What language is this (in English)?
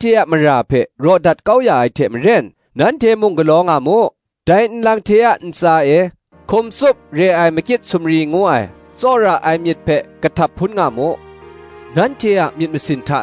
Kachin